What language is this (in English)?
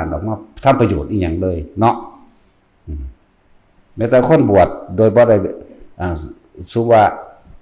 Northeastern Thai